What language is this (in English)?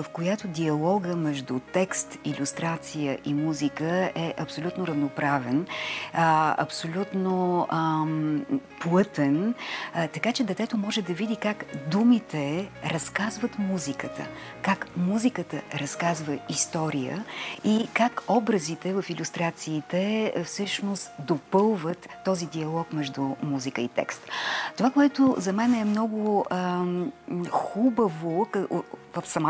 Bulgarian